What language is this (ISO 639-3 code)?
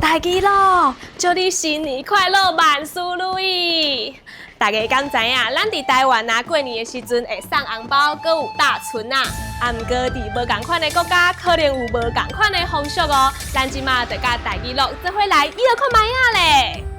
nan